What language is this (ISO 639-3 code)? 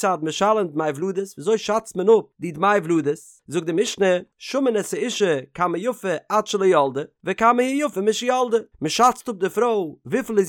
yid